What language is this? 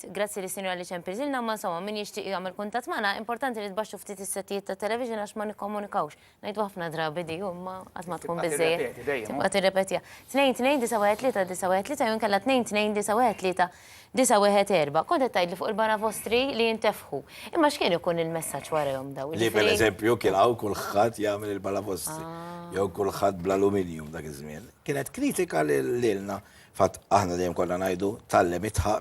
Maltese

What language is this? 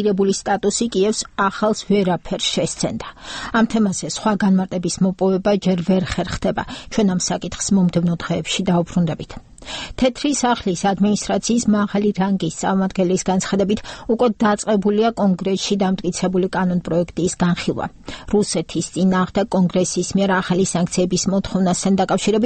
Georgian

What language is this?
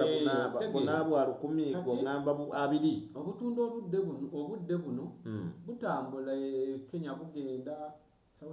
Ganda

